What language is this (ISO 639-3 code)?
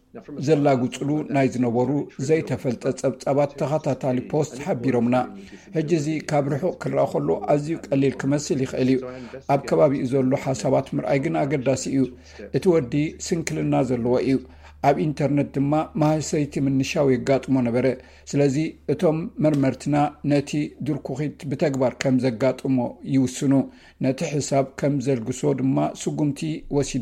tir